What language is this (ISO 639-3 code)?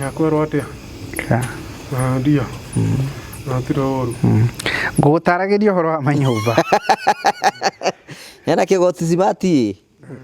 kik